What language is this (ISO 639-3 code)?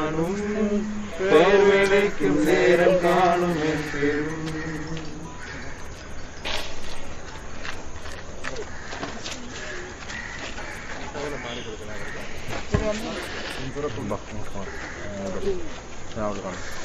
mal